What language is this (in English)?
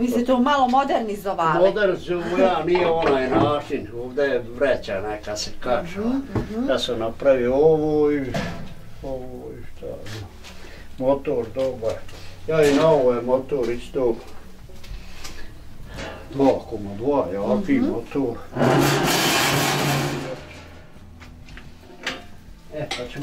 Bosnian